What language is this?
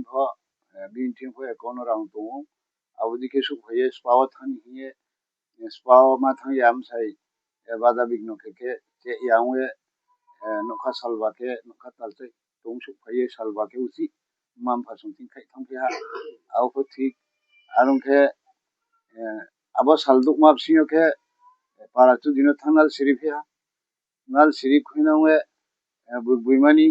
Riang (India)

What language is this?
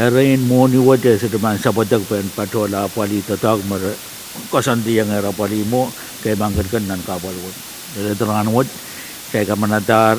Pohnpeian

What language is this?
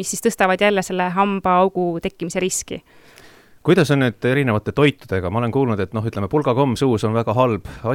Estonian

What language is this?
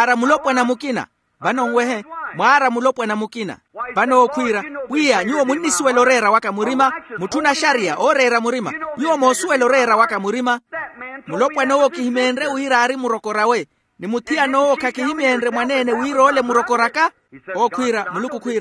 Makhuwa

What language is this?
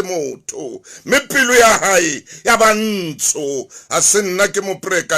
Southern Sotho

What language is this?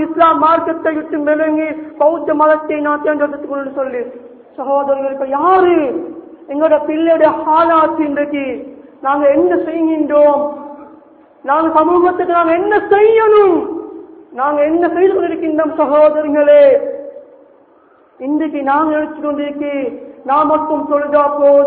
Tamil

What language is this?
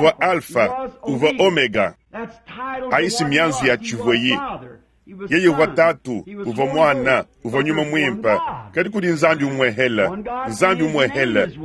Luba-Lulua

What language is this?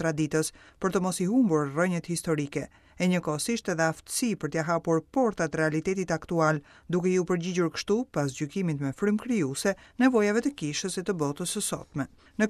Albanian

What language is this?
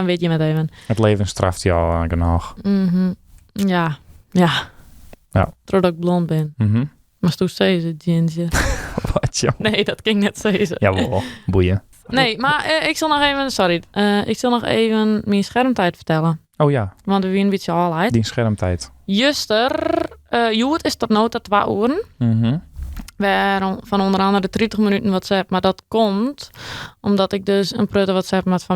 Western Frisian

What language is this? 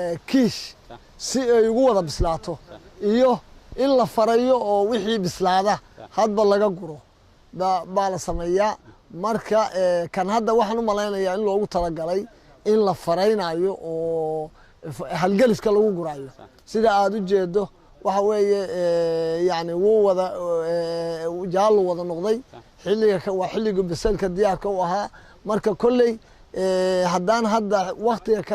Somali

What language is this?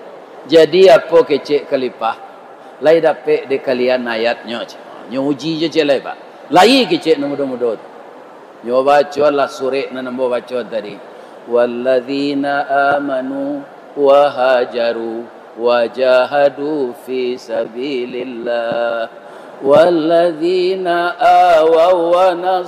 Minangkabau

